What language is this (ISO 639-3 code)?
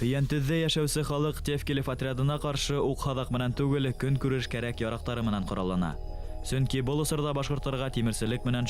bak